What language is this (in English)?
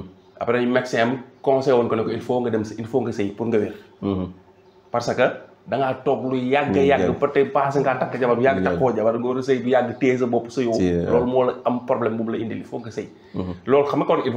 Wolof